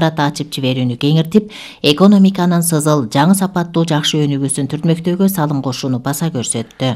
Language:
Kyrgyz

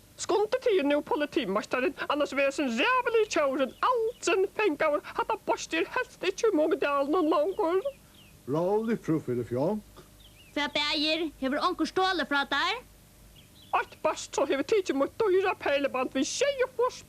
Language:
Faroese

